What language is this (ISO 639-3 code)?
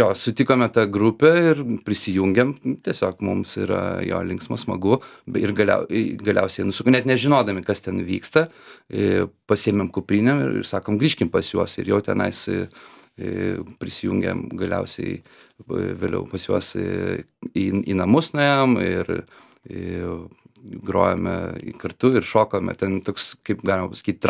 lit